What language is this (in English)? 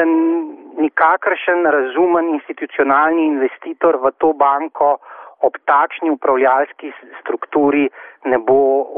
Slovenian